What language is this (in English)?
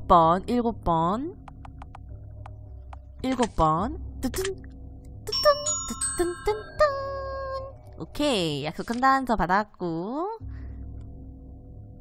Korean